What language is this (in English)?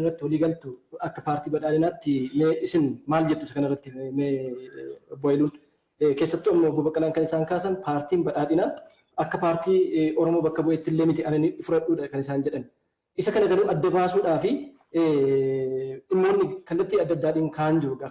Oromo